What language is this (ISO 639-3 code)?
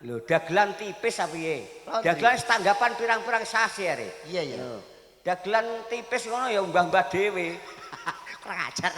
jav